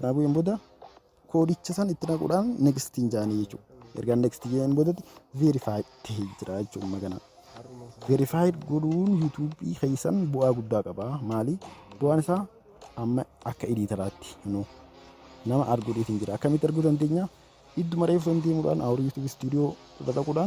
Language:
Oromo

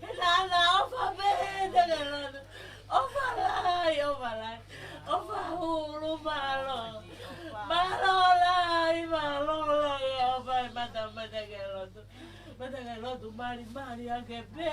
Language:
Tongan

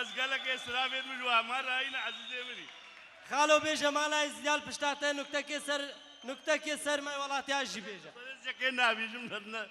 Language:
Kurdish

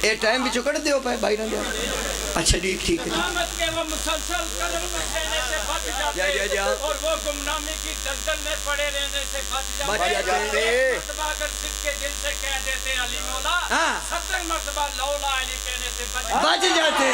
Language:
Pahari-Potwari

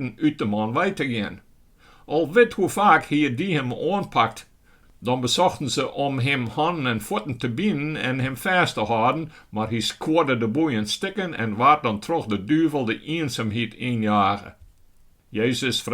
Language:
Western Frisian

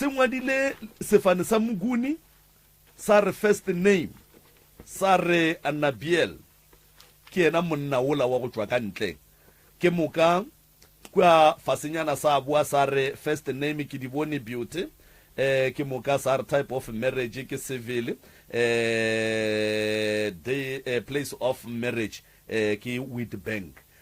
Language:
Northern Sotho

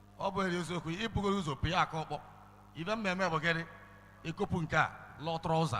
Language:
Igbo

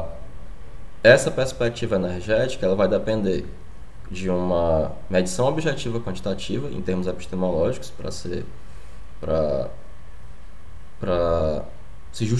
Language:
Portuguese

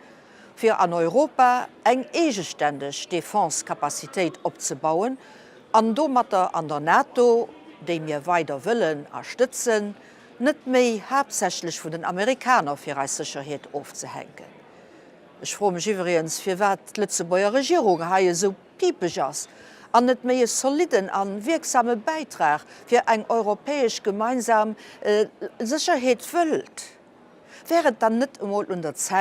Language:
Luxembourgish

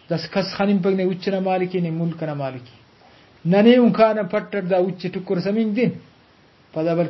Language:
Brahui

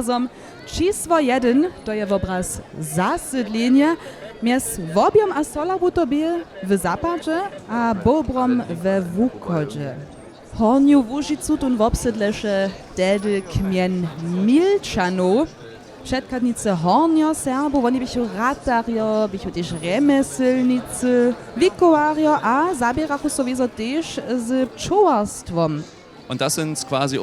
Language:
Upper Sorbian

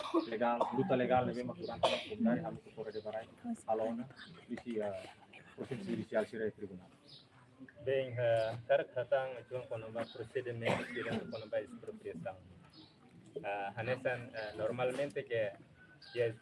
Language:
Tetum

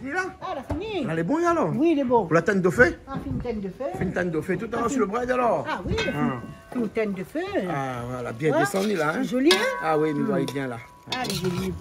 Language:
Réunion Creole French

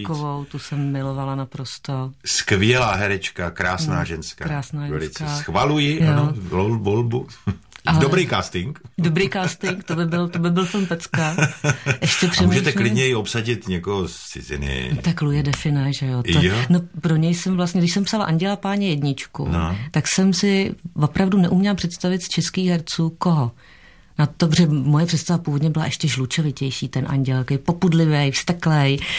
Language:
Czech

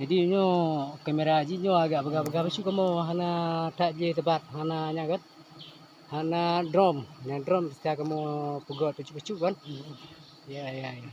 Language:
Achinese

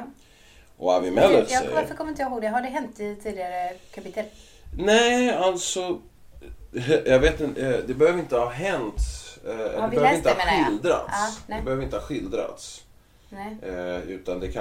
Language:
Swedish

